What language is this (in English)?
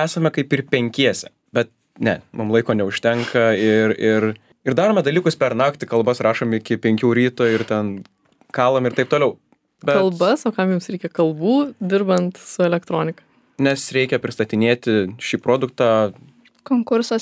Lithuanian